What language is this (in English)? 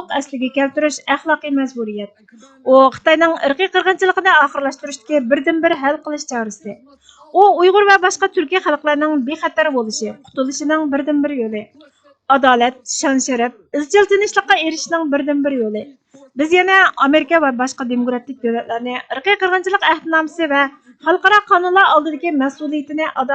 Uyghur